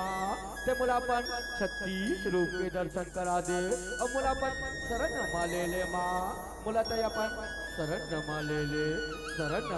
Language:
Chhattisgarhi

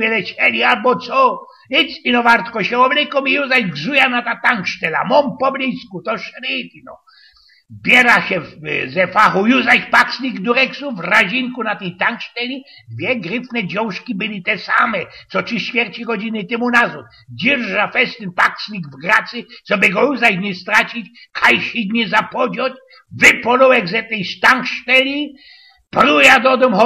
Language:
Silesian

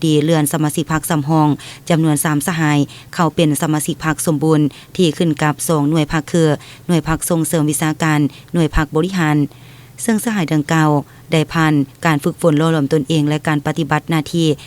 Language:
Lao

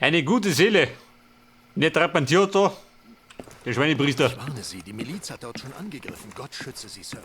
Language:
Bavarian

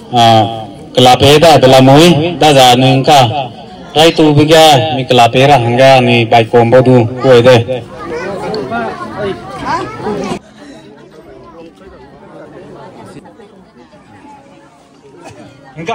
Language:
Malay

